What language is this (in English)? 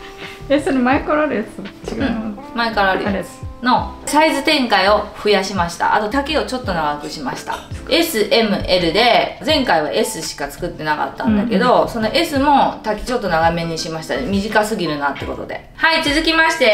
Japanese